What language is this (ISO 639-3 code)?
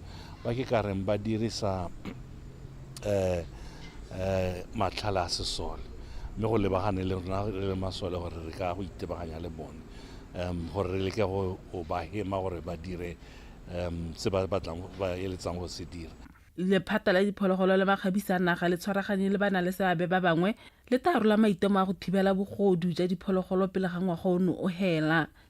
tsn